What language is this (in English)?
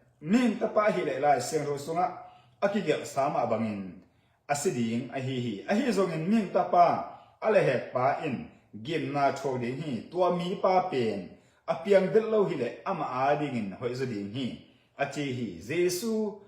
Tedim Chin